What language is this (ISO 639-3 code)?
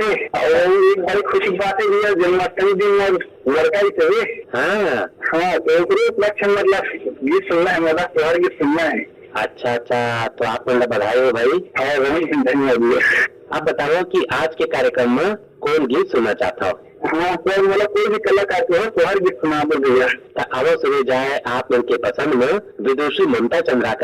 hne